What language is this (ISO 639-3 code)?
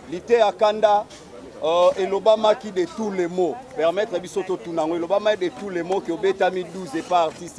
lin